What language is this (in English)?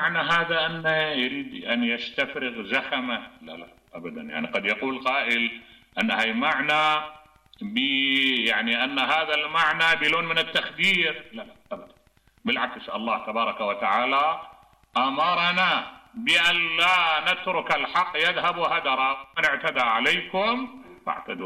Mesopotamian Arabic